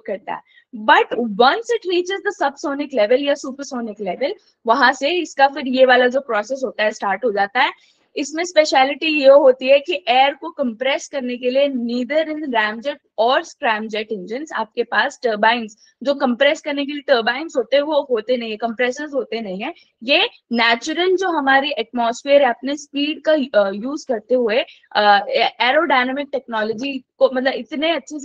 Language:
Hindi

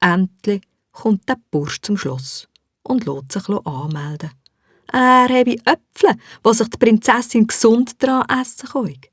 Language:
Swiss German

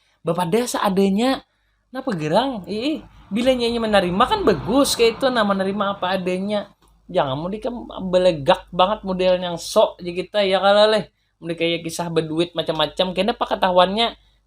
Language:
Banjar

